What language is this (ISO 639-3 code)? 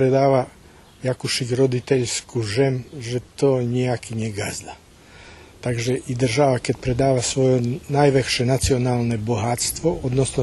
rue